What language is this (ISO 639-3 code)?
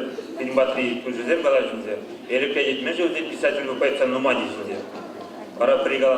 chv